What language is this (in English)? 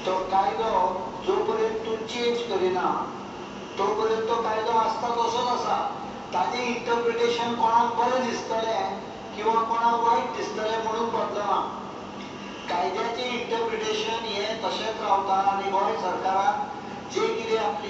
Konkani